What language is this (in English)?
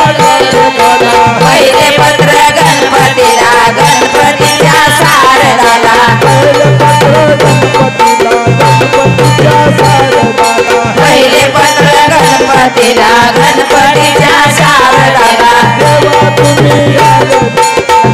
Marathi